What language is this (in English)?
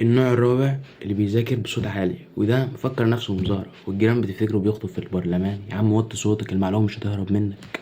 Egyptian Arabic